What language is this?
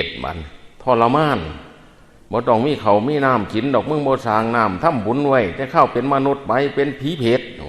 Northeastern Thai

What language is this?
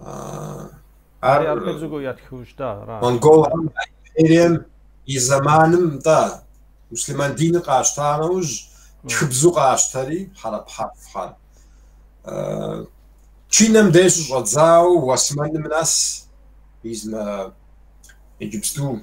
Kabardian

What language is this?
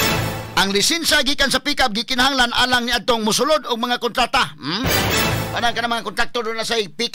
Cebuano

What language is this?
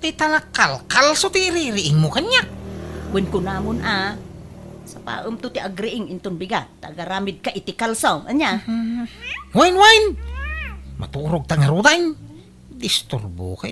Iloko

